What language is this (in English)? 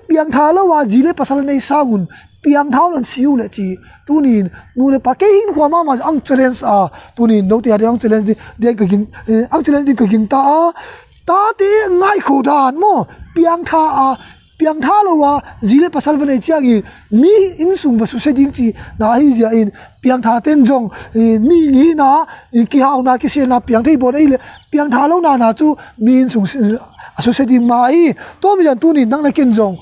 Tedim Chin